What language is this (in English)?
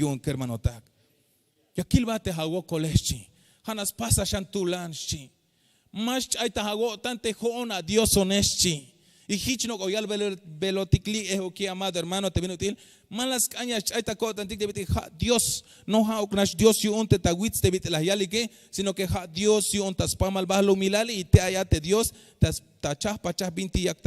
Tzeltal